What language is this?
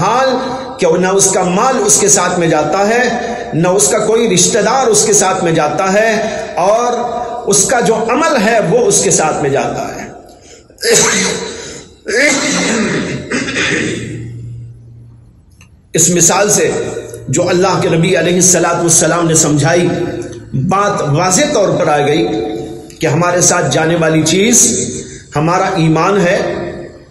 Urdu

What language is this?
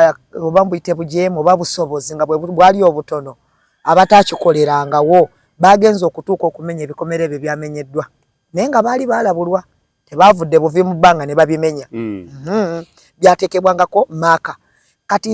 Ganda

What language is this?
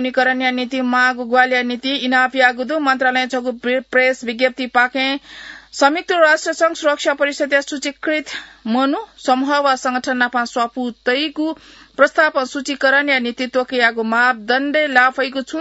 Newari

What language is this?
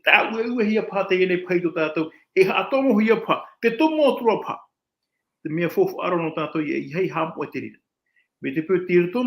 Tahitian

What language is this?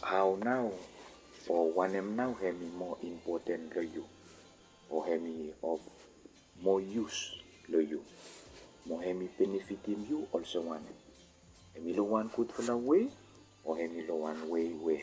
Bislama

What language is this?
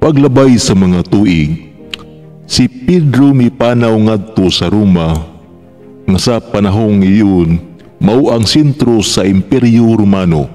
Cebuano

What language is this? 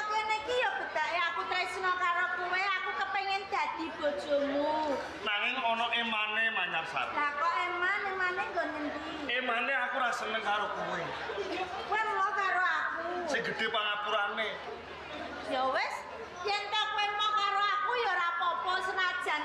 Javanese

